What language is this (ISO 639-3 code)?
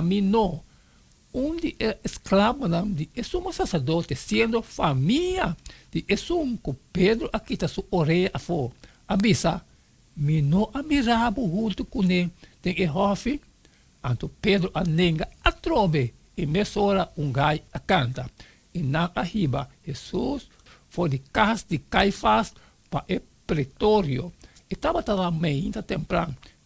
pap